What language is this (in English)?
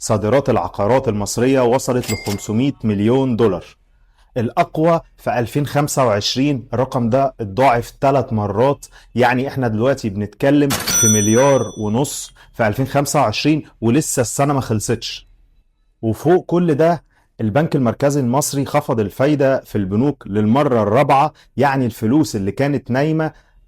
Egyptian Arabic